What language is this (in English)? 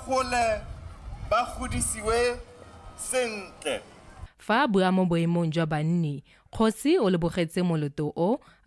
Tswana